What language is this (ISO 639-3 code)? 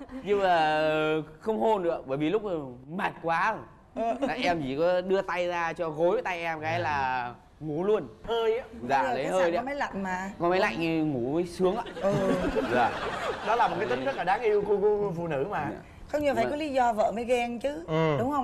vie